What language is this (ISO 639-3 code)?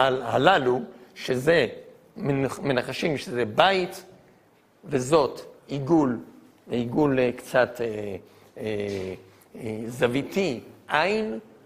heb